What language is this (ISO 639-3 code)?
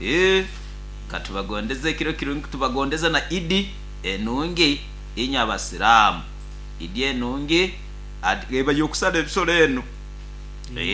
nyo